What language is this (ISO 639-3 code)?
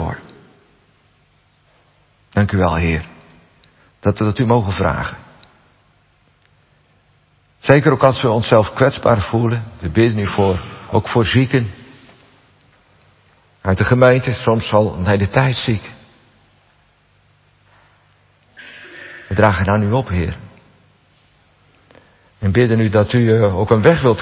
nld